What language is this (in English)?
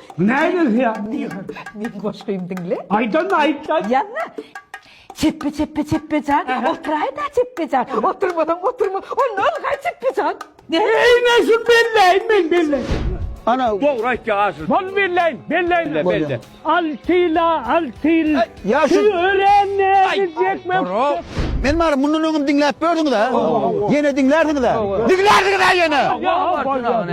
Turkmen